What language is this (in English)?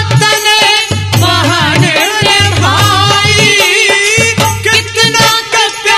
Haryanvi